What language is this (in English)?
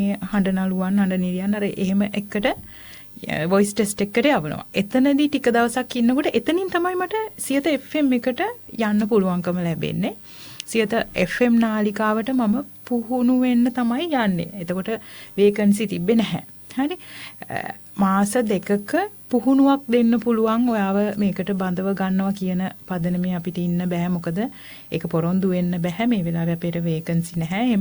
Sinhala